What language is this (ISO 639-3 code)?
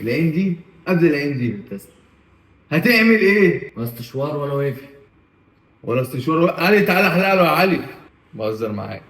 arz